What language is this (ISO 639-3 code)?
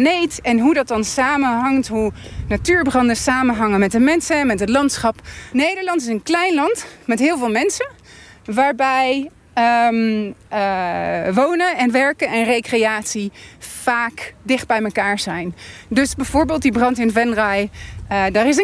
nld